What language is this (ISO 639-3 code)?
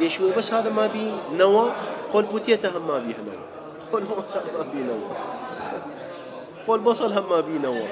acm